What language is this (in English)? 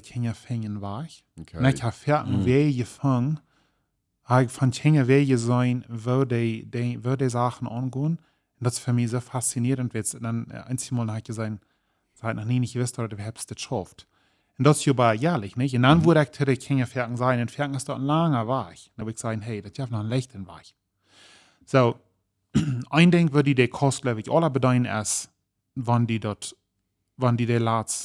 Plautdietsch